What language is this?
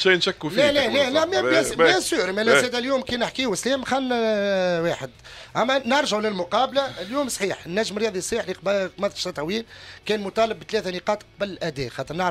Tunisian Arabic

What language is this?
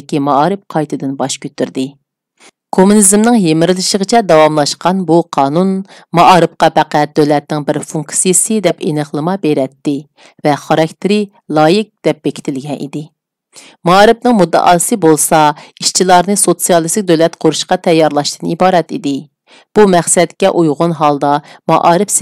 Uyghur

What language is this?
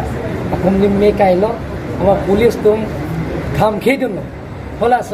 Karbi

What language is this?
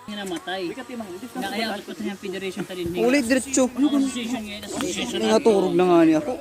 Waray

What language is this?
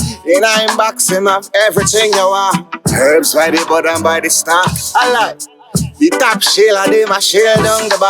Jamaican Creole English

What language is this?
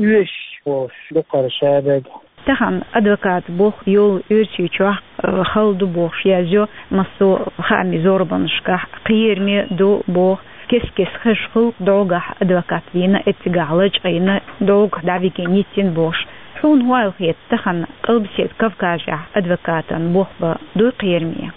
Chechen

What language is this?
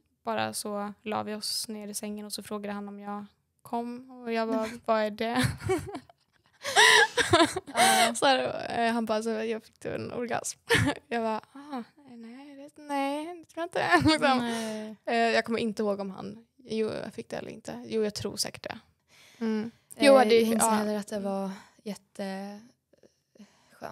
Swedish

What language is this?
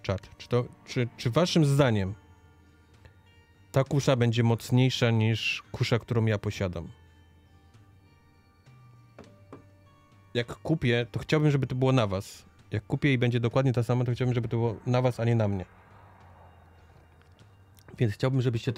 Polish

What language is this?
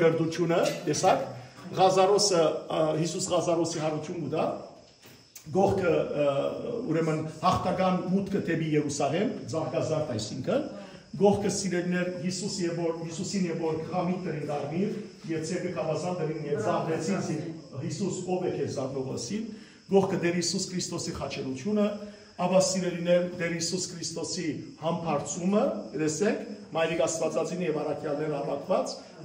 Western Armenian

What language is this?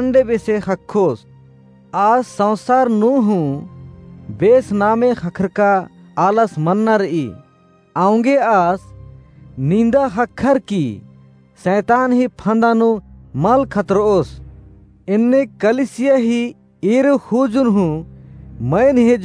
Kurukh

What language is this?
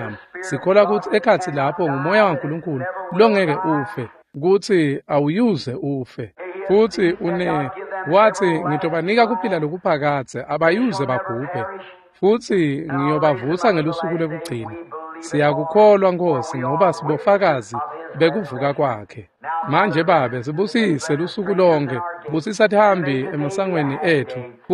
Swati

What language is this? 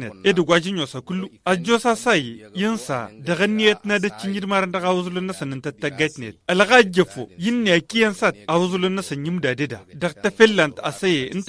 Tamasheq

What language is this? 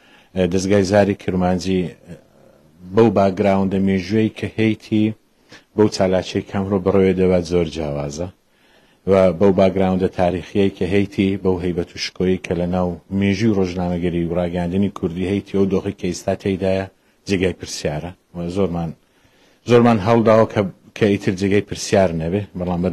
Central Kurdish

